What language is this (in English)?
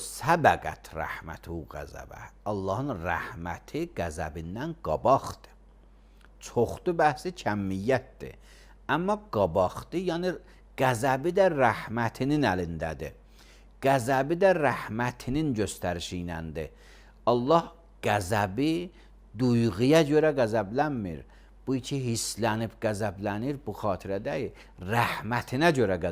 Azerbaijani